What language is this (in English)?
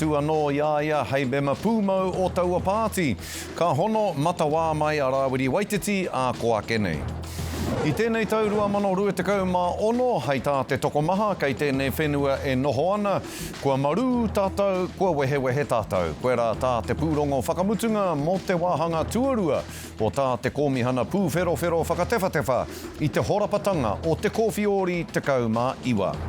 Māori